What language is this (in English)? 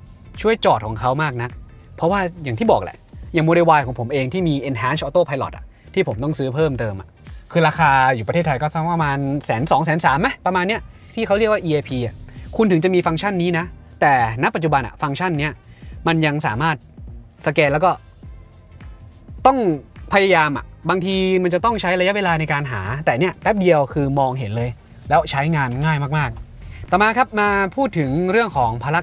Thai